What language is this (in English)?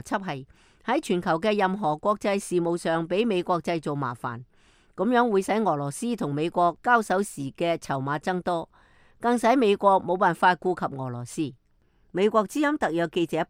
Cantonese